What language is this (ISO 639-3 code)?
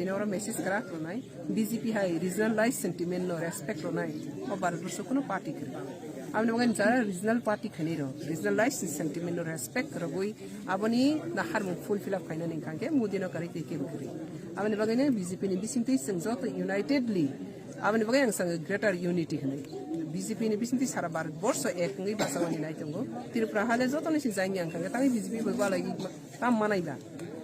trp